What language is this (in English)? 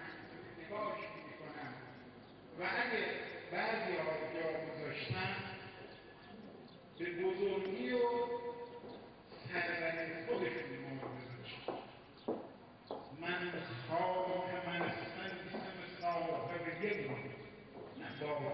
Persian